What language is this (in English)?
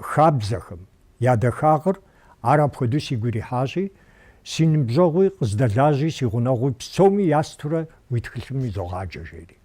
Kabardian